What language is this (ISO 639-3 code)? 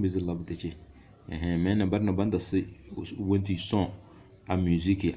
kdh